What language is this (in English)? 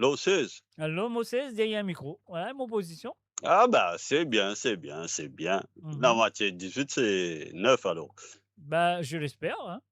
Morisyen